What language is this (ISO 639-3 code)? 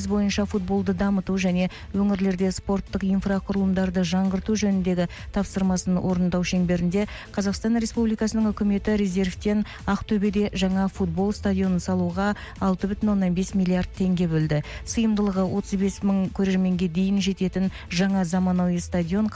kaz